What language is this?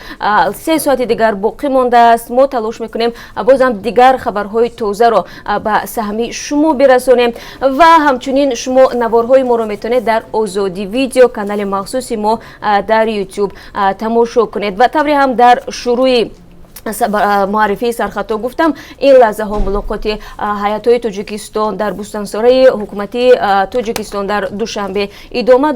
Tajik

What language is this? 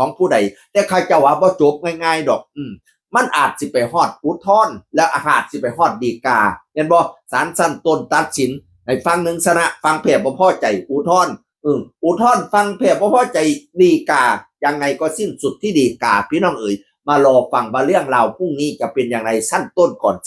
Northeastern Thai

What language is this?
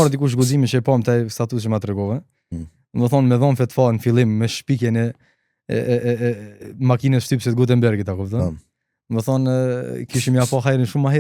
Albanian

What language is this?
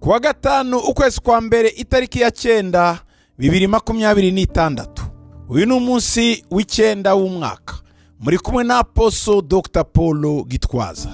Kinyarwanda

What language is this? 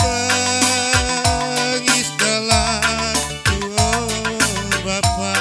Batak Karo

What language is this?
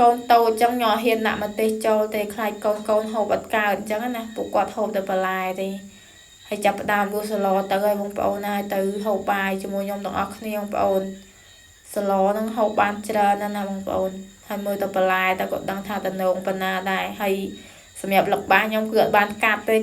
Khmer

